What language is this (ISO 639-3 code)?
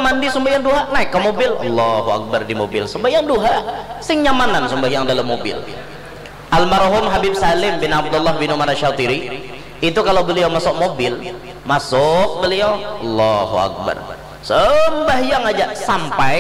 bjn